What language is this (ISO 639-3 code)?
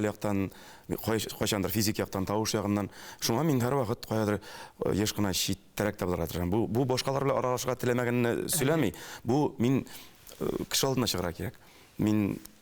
tat